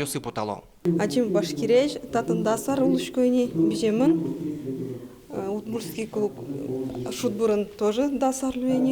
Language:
Udmurt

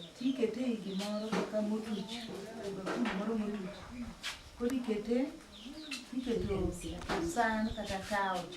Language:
Luo (Kenya and Tanzania)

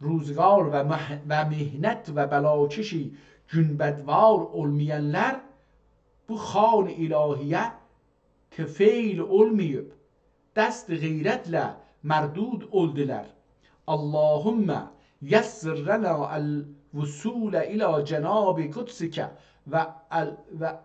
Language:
South Azerbaijani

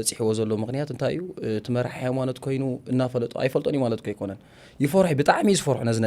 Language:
Tigrinya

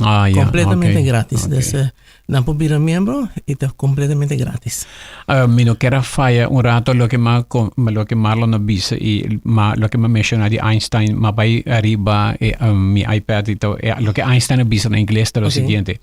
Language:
Papiamento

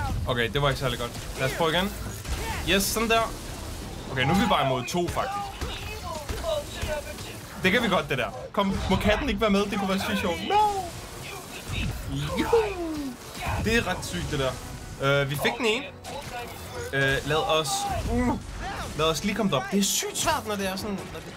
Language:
Danish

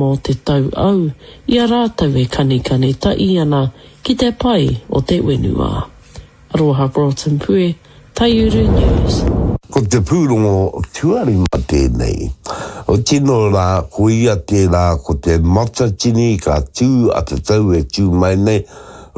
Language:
Māori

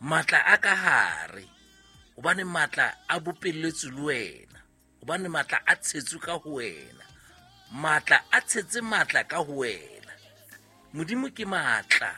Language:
Southern Sotho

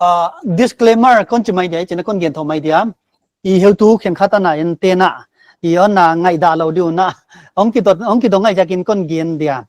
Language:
Paite Chin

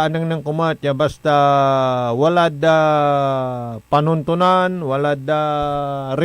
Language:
Pangasinan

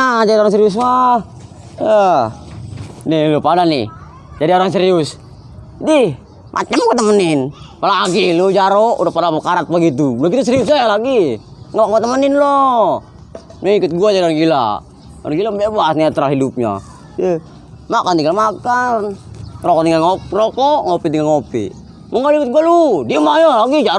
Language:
Betawi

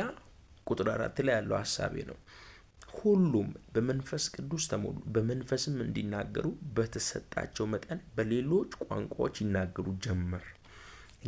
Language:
Amharic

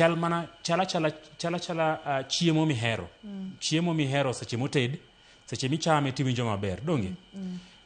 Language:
Luo (Kenya and Tanzania)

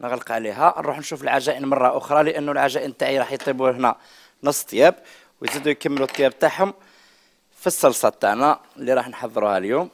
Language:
Algerian Arabic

